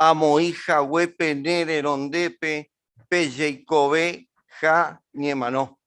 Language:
Guarani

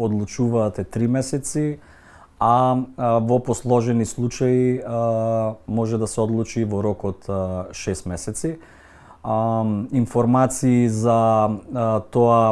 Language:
Macedonian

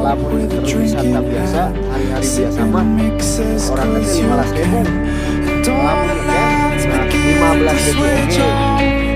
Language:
Sundanese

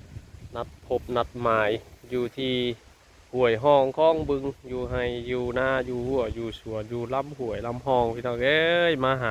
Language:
Northeastern Thai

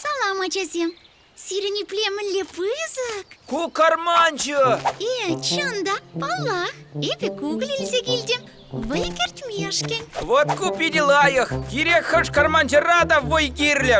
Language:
Chuvash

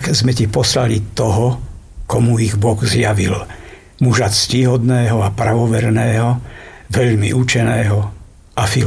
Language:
Slovak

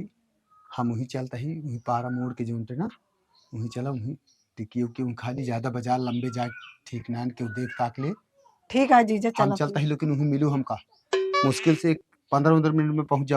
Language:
Awadhi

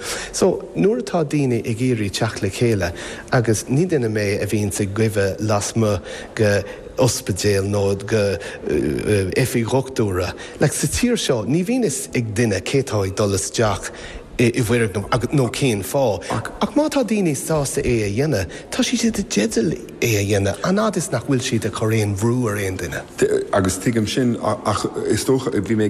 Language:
Irish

